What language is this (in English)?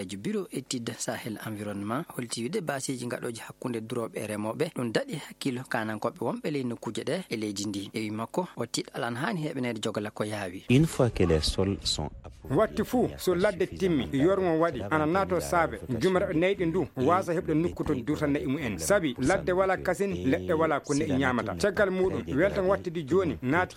Fula